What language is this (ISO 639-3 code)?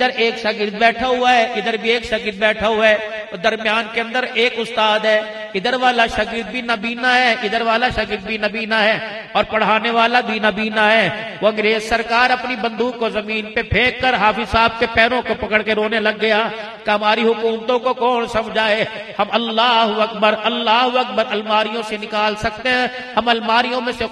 urd